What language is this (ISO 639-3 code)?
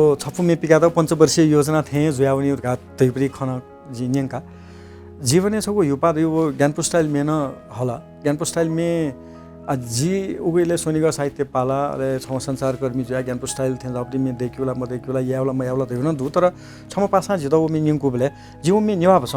new